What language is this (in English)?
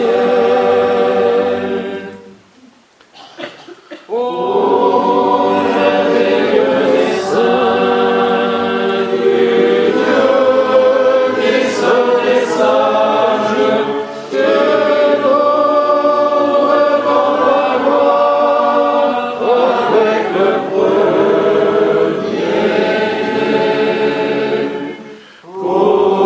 French